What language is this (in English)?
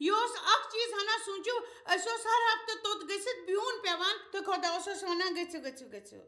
Kashmiri